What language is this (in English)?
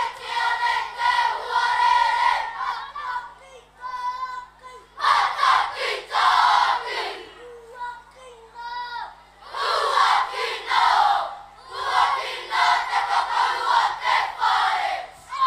Māori